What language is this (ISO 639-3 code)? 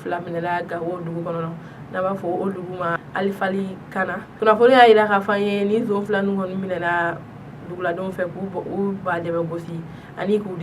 bam